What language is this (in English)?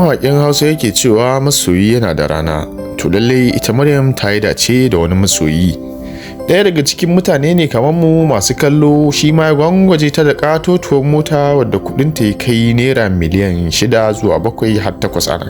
Hausa